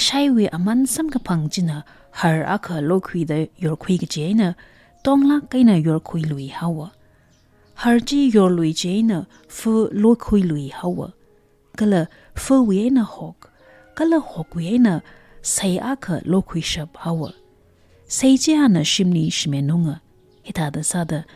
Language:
Tangkhul Naga (India)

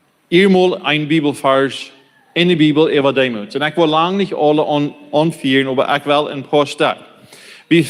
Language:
Plautdietsch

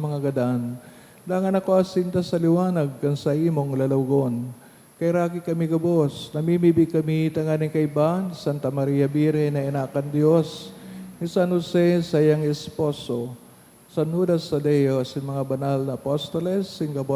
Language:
Bikol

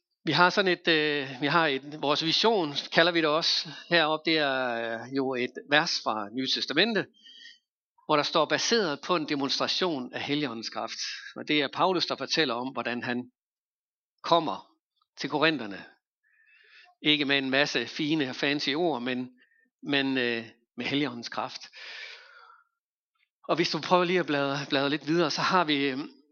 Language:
Danish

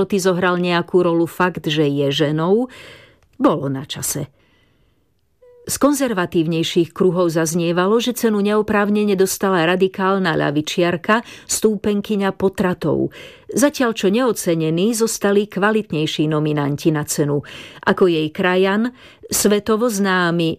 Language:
Slovak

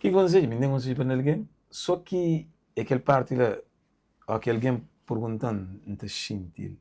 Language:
Kabuverdianu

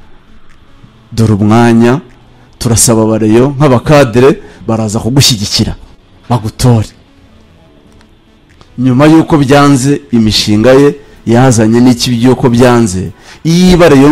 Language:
Kinyarwanda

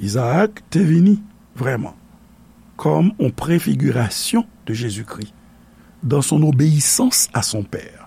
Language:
Haitian Creole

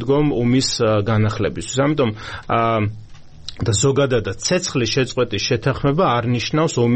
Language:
Georgian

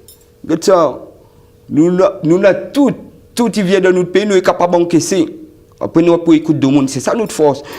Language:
Réunion Creole French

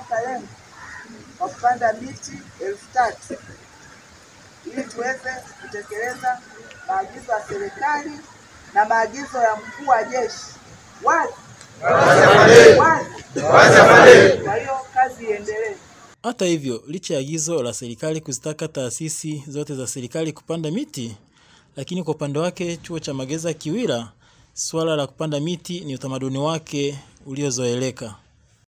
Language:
Swahili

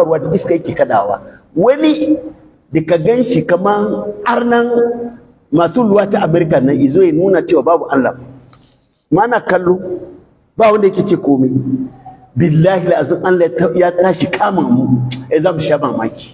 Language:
Hausa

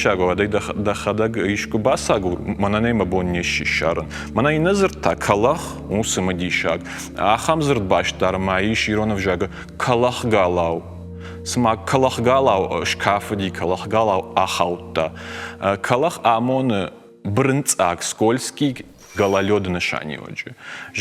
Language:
Ossetic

